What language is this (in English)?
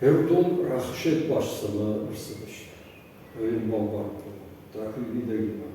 Ossetic